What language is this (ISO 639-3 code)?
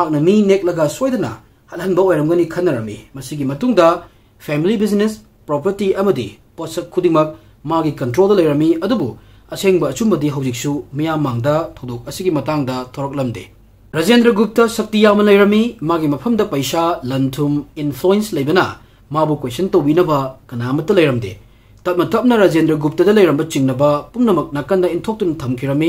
mni